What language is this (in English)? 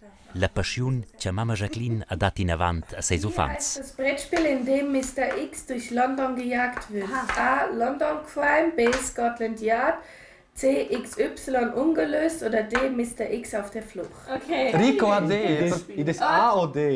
Romansh